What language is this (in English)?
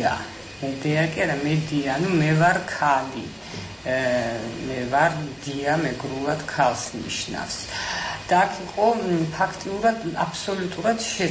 Georgian